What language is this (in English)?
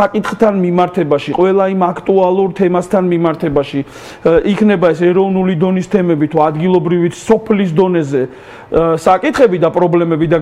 Georgian